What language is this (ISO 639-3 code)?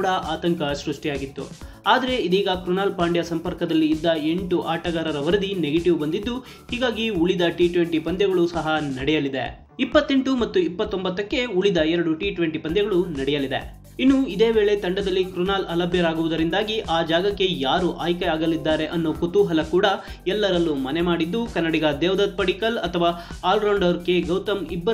kan